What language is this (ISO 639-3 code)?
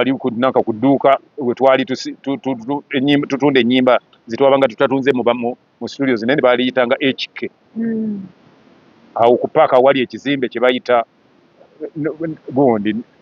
lug